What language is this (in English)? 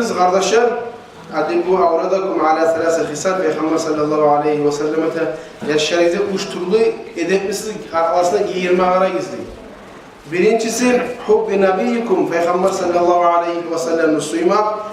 Kumyk